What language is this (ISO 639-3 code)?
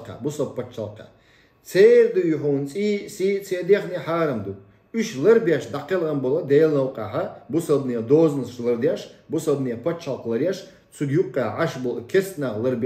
che